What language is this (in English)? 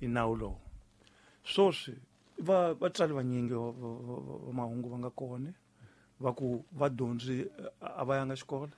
Tsonga